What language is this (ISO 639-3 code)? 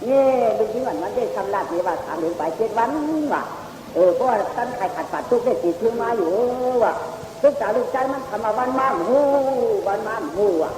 shn